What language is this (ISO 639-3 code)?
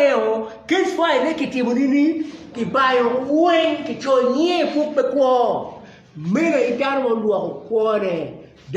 ach